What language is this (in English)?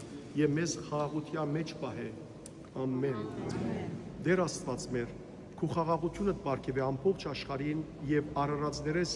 Western Armenian